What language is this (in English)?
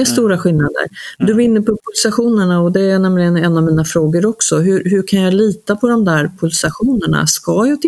Swedish